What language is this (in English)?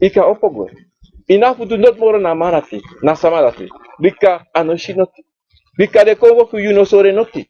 Sranan Tongo